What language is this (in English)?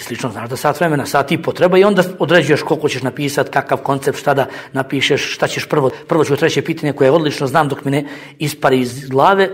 Bosnian